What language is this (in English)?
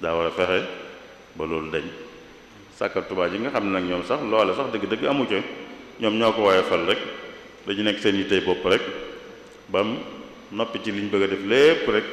Wolof